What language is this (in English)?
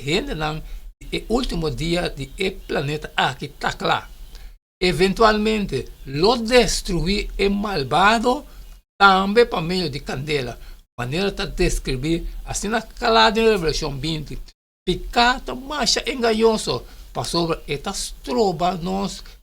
Papiamento